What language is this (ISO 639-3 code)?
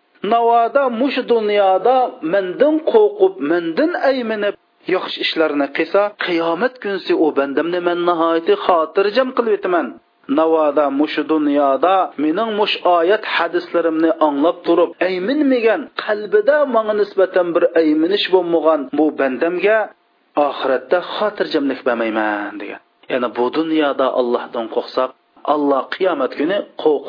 uig